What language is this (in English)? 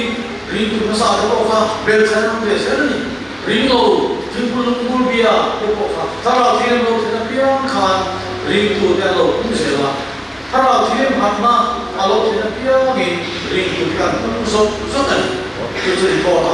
Mizo